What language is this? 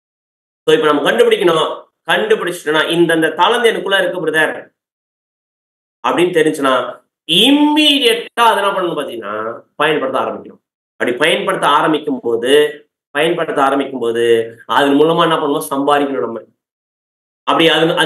Tamil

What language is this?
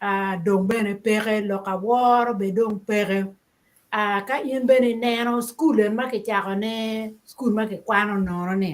Acoli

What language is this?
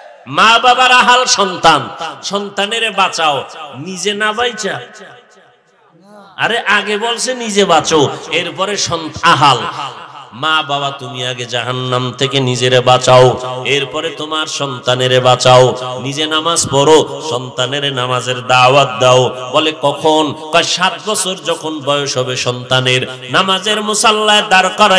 Bangla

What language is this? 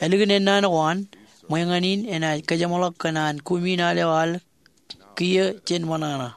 Marshallese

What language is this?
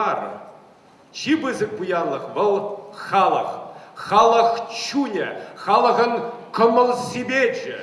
Chuvash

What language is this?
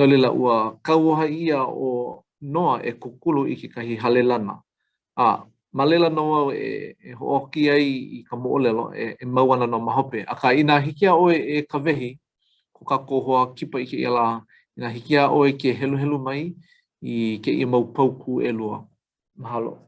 Hawaiian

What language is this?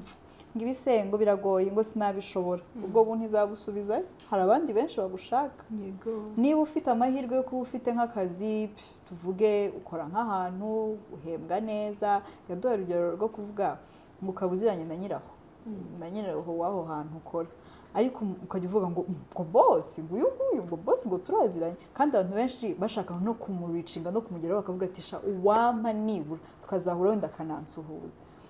Kinyarwanda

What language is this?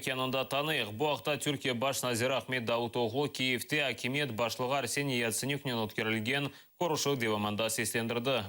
Crimean Tatar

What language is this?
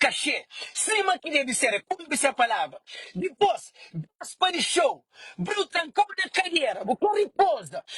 Kabuverdianu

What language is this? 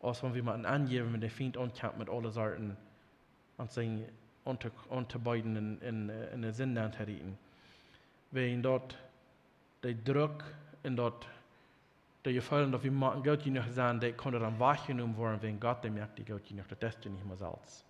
Plautdietsch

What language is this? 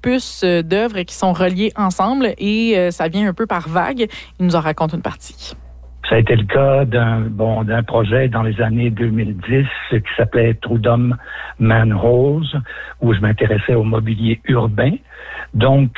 French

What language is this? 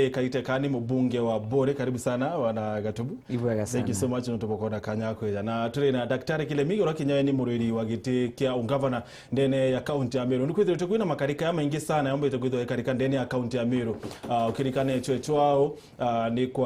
Meru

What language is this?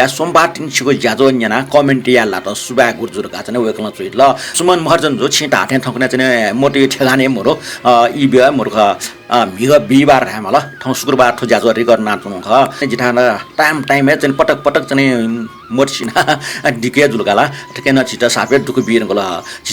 Newari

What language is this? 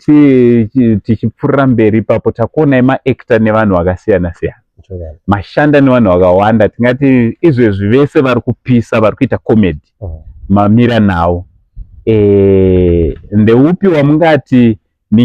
Shona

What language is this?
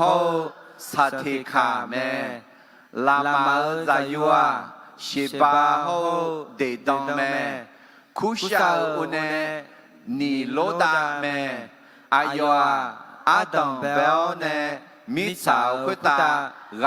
Akha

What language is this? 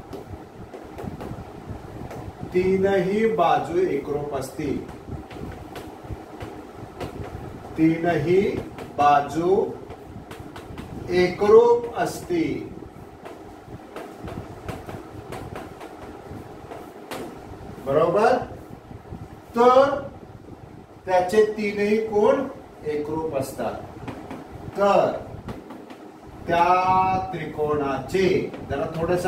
Marathi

